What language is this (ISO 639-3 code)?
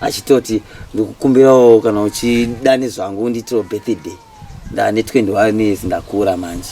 sna